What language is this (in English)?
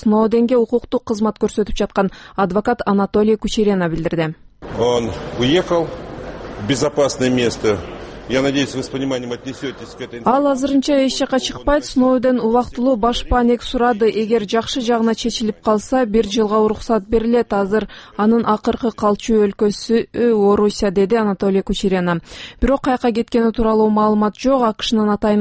Kyrgyz